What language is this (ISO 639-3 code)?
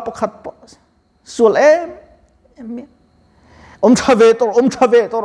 lus